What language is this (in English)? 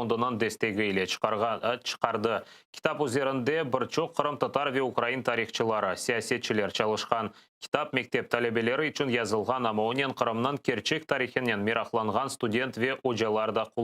Crimean Tatar